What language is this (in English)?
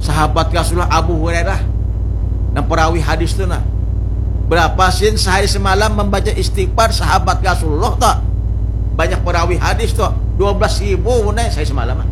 Banjar